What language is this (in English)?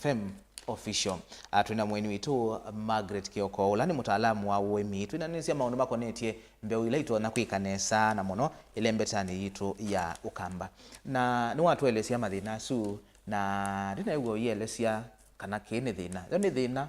Kamba